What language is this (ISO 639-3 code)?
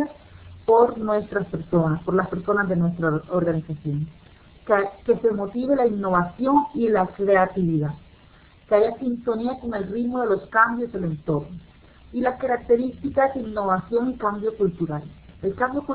spa